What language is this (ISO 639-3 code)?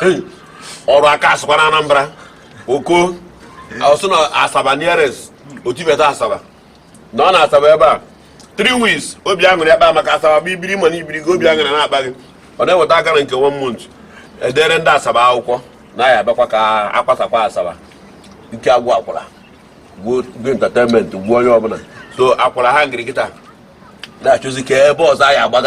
ibo